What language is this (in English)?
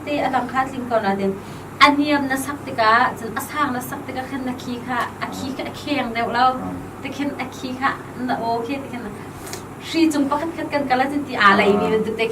Hakha Chin